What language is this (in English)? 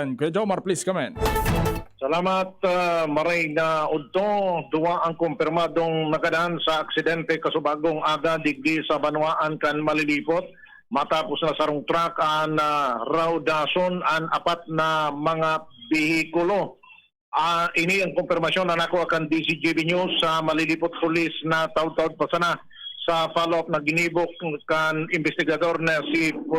Bikol